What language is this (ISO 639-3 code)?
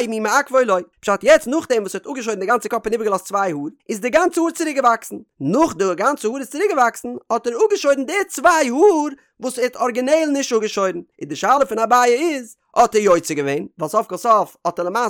yid